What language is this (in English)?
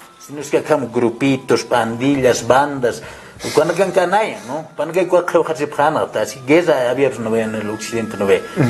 Aymara